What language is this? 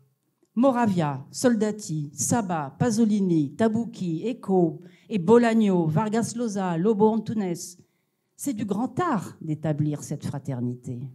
French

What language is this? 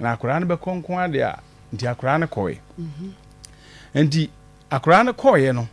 Akan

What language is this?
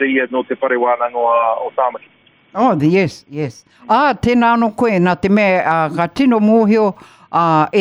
Māori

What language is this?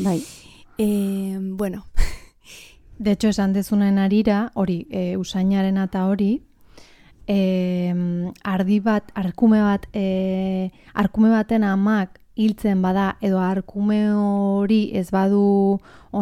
Basque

